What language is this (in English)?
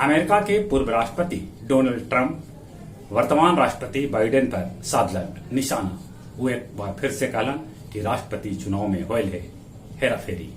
Magahi